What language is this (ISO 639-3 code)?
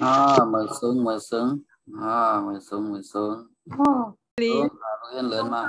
shn